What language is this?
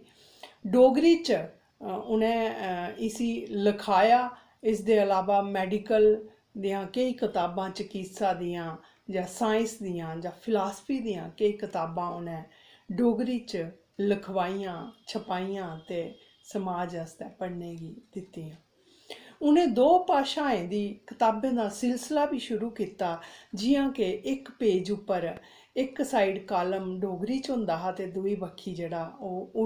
Dogri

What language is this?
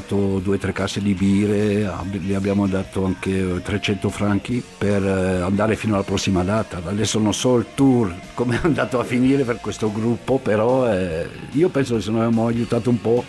Italian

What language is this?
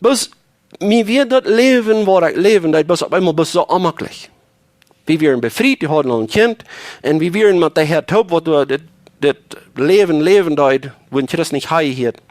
Plautdietsch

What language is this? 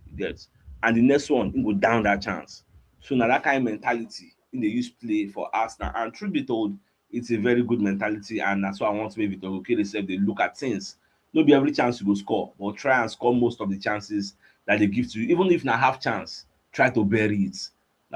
Nigerian Pidgin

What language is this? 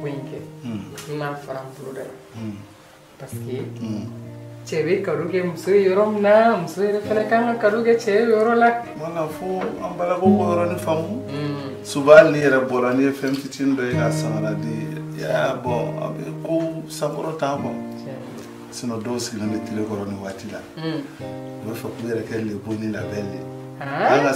Bambara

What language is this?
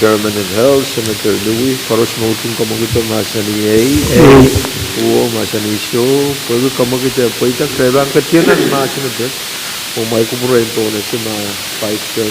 Pohnpeian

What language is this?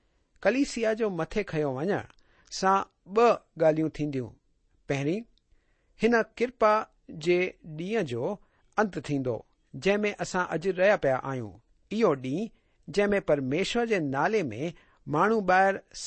Sindhi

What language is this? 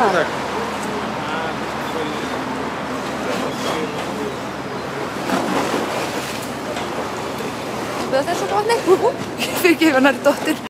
Icelandic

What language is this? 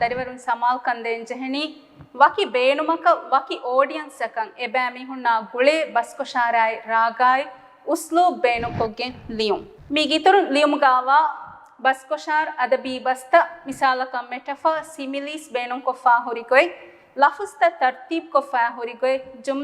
Divehi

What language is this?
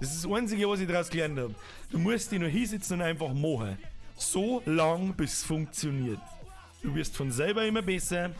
Bavarian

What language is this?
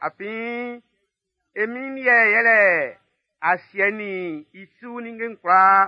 Baoulé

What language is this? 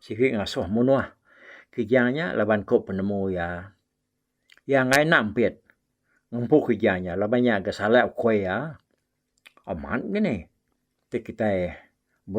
Iban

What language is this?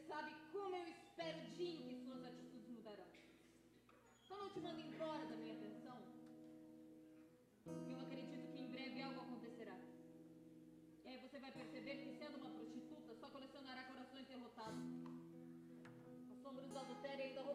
Portuguese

